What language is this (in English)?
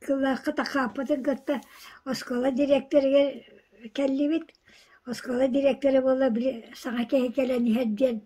Yakut